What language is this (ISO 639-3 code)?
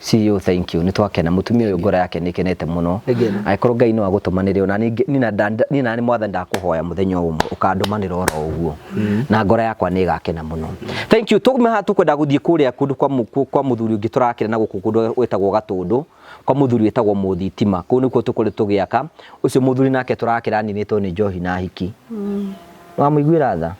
kik